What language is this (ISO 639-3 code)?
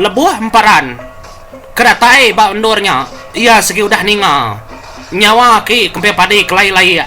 iba